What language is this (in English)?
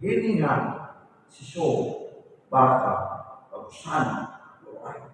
Nias